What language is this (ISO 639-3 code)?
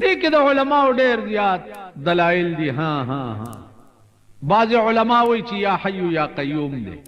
pus